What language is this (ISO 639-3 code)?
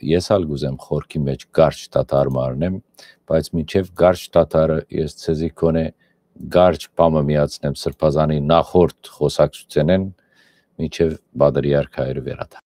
hyw